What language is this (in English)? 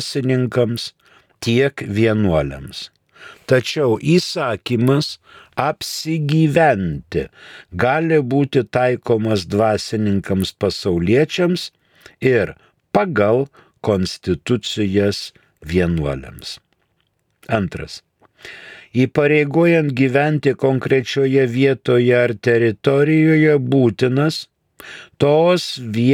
Lithuanian